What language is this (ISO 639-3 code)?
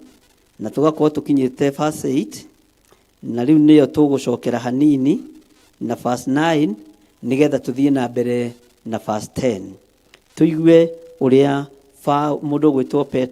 kik